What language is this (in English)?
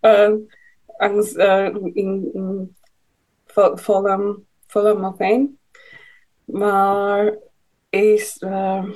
Irish